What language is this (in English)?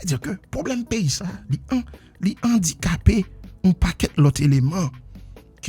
Haitian Creole